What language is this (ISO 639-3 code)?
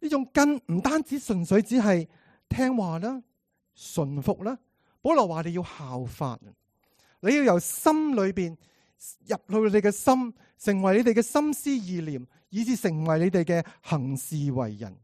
yue